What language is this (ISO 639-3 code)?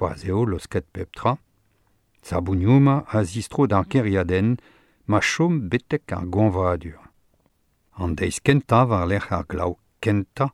bre